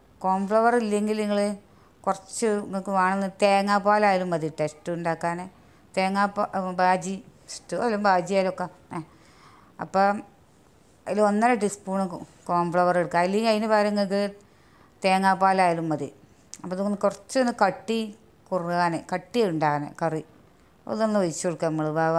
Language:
Malayalam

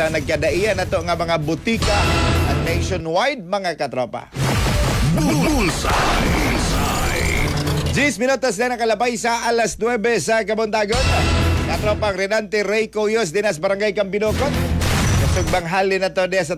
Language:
Cebuano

